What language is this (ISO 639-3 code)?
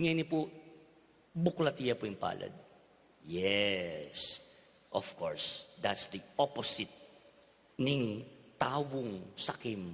pam